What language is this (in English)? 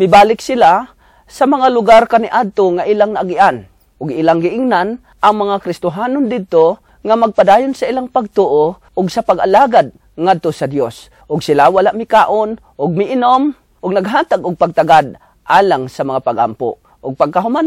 Cebuano